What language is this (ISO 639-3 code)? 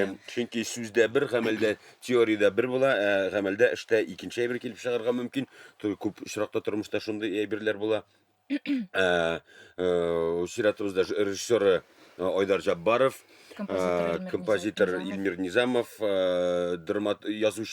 tat